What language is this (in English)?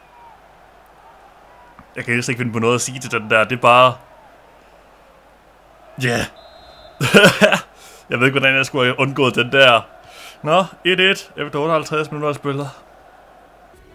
Danish